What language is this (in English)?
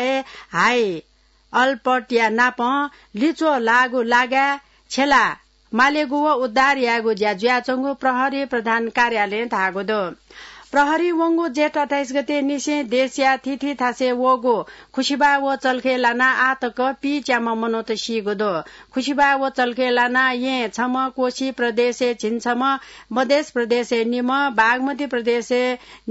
Newari